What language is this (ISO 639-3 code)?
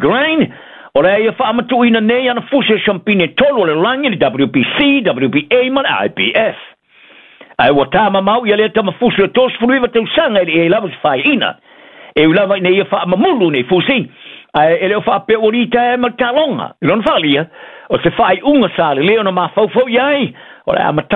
smo